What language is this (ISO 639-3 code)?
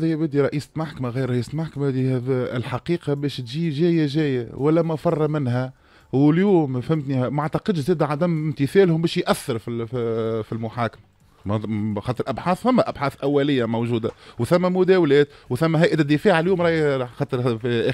aeb